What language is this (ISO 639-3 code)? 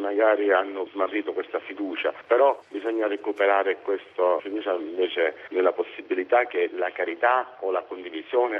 ita